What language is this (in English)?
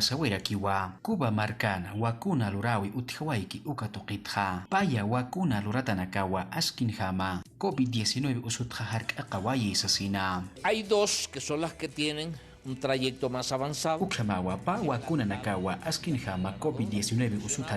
Aymara